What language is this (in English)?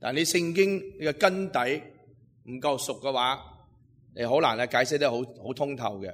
Cantonese